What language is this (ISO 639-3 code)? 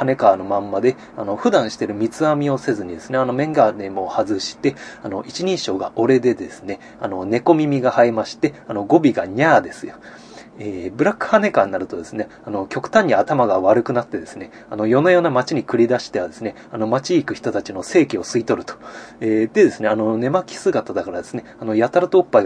jpn